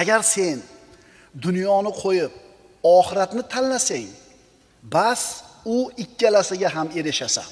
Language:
Uzbek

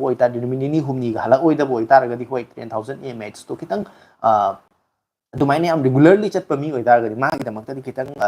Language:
Manipuri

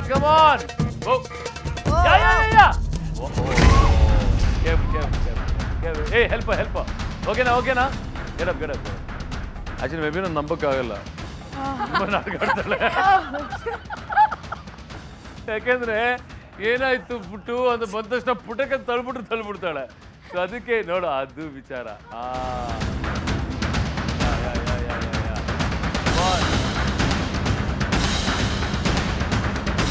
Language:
Kannada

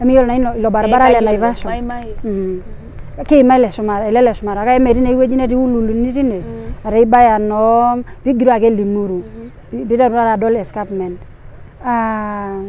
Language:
Masai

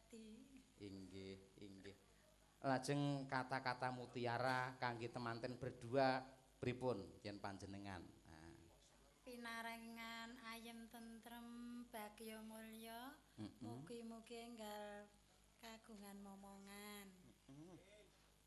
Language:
Javanese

